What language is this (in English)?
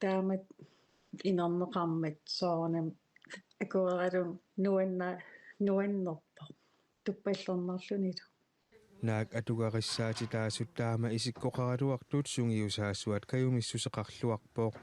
Kalaallisut